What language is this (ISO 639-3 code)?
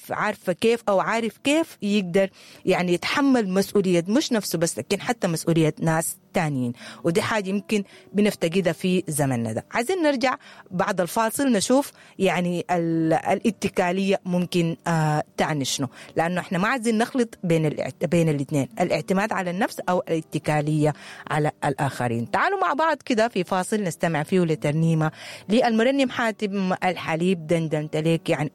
apd